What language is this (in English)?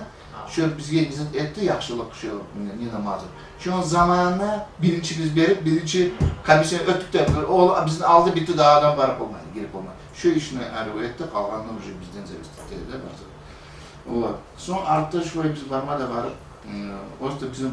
Kumyk